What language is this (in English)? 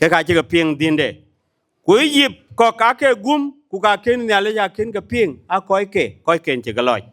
Dinka